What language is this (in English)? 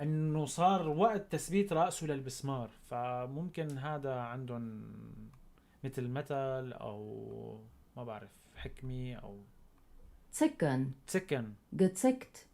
North Levantine Arabic